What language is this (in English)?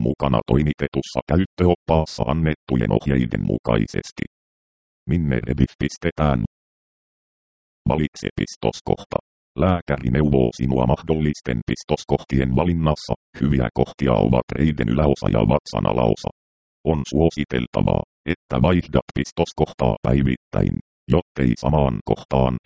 Finnish